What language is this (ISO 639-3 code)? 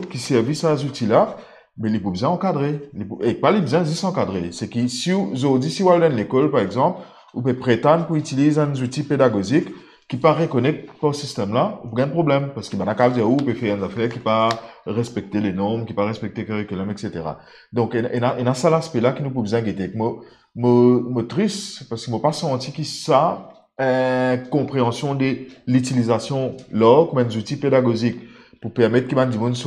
mfe